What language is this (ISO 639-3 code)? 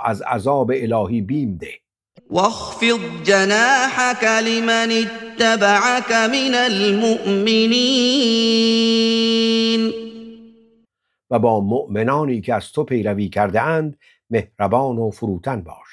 fas